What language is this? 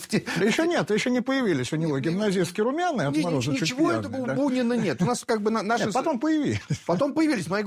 Russian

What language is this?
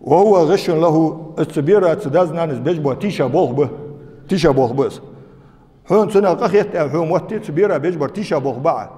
Ingush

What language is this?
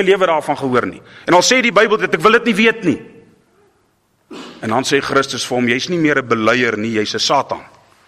Afrikaans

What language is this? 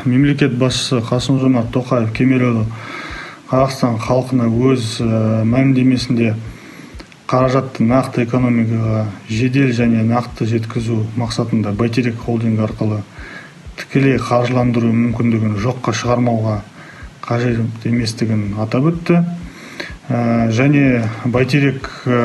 Kazakh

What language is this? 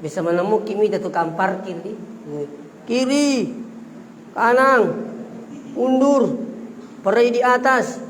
Buginese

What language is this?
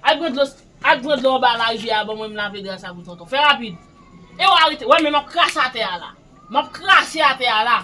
Haitian Creole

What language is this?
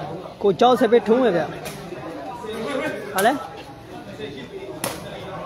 Burmese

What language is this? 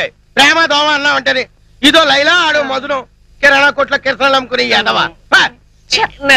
Telugu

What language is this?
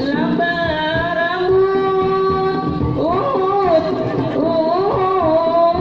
Banjar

